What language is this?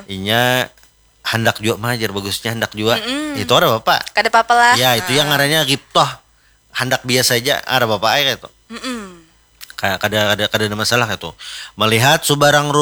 Banjar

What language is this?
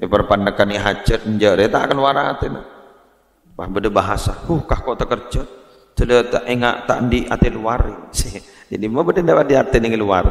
Madurese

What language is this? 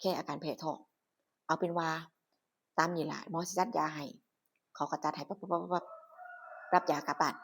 Northeastern Thai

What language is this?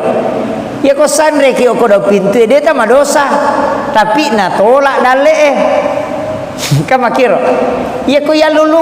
Buginese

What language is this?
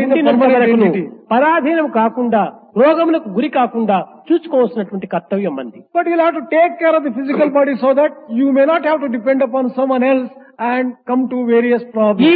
Telugu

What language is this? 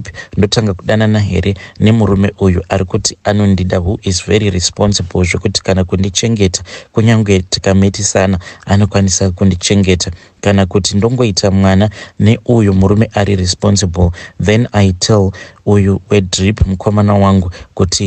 Shona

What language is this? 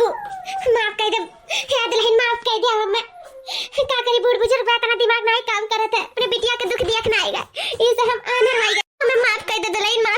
Awadhi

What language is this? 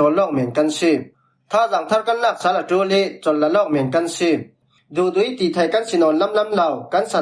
Falam Chin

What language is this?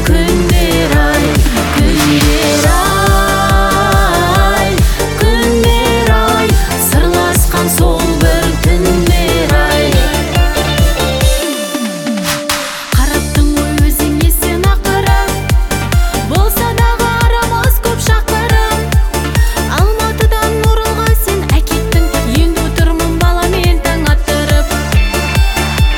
Kazakh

